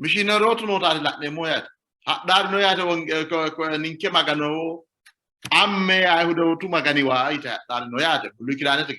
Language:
Sidamo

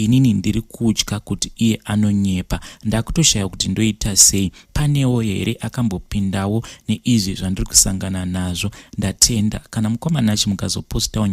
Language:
Shona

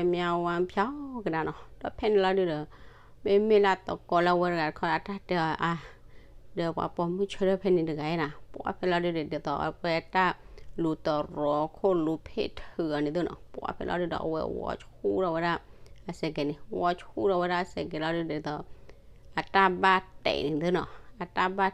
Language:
S'gaw Karen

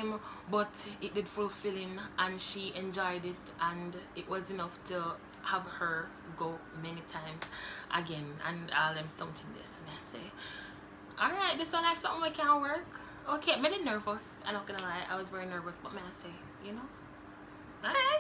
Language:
Jamaican Creole English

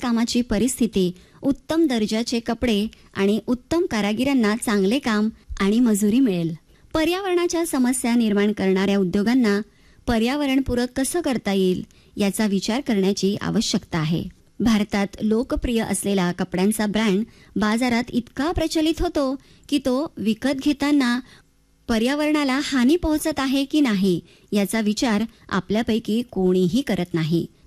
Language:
Marathi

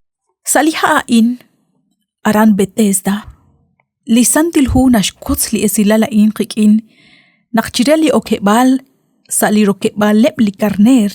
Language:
Kekchí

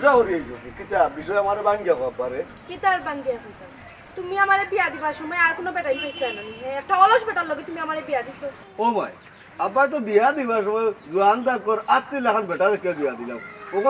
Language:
Sylheti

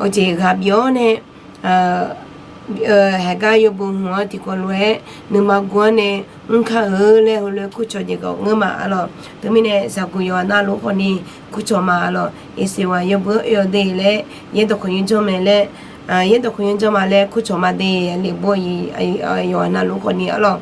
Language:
Akha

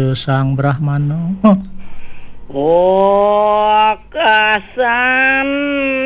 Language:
Balinese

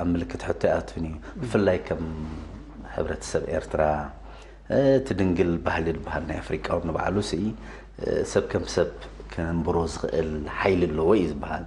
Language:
Tigrinya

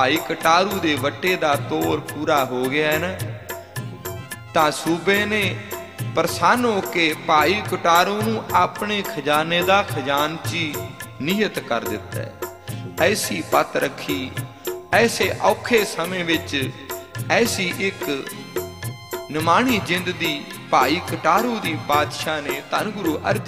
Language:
Punjabi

